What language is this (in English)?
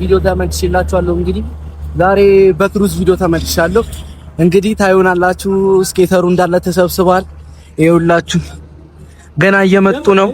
Amharic